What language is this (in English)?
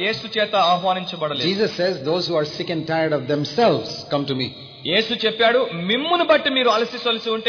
Telugu